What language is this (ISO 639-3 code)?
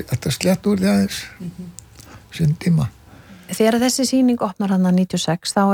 isl